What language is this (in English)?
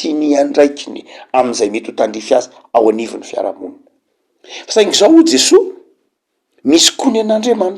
Malagasy